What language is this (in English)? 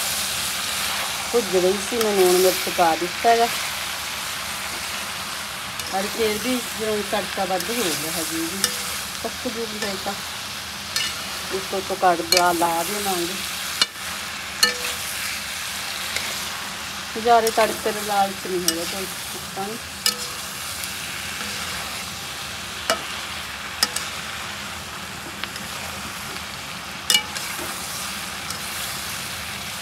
Punjabi